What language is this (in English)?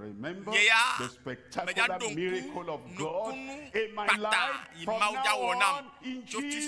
Ewe